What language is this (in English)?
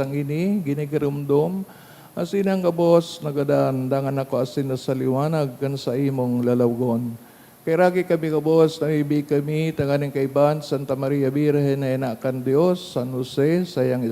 Bikol